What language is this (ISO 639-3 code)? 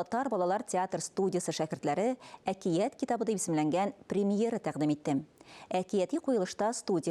tat